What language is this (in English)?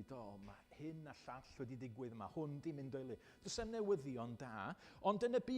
Welsh